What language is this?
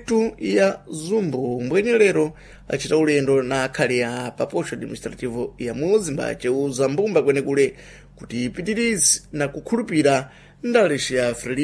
Sena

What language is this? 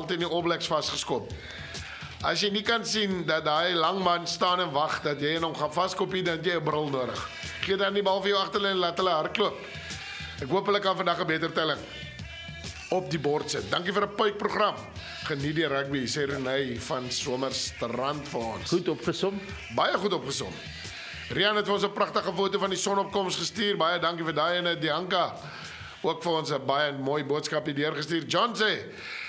Afrikaans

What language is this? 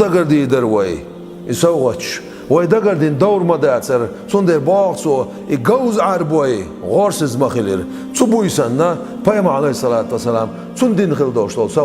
Chechen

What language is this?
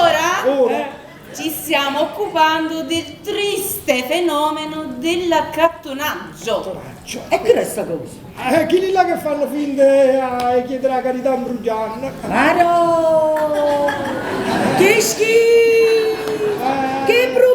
Neapolitan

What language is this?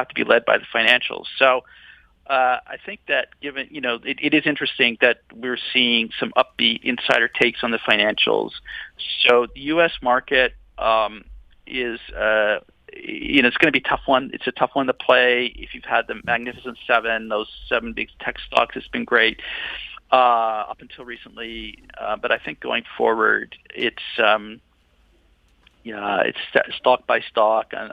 English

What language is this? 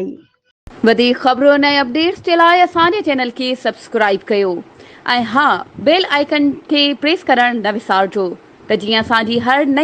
Sindhi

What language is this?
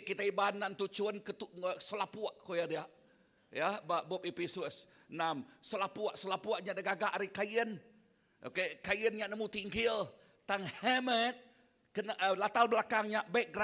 Iban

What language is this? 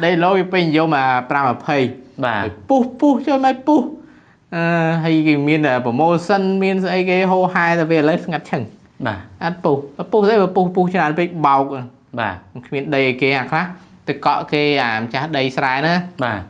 Khmer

